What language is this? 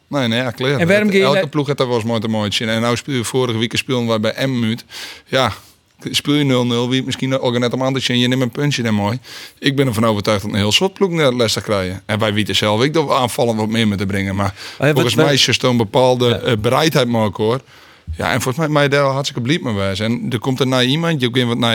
Western Frisian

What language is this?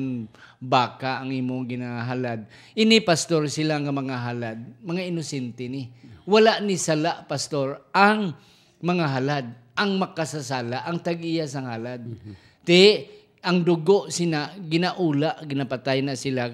Hiligaynon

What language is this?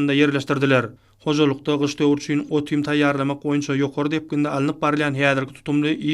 Turkmen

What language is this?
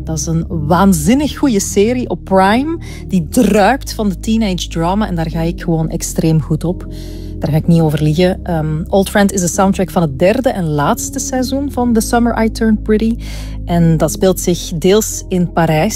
Dutch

